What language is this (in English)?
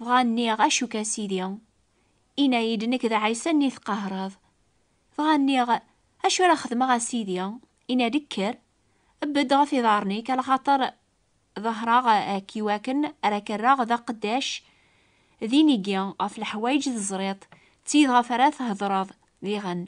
Kabyle